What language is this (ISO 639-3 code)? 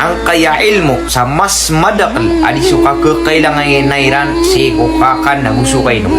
mrw